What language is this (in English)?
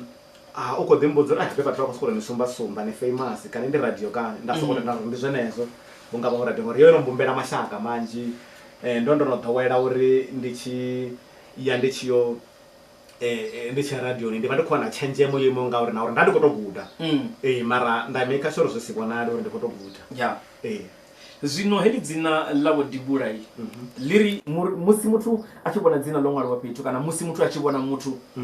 Venda